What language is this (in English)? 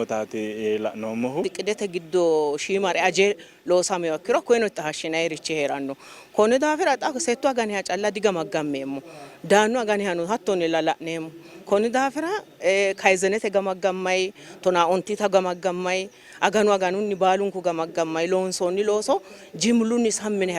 Sidamo